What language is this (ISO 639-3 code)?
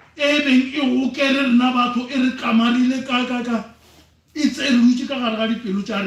nso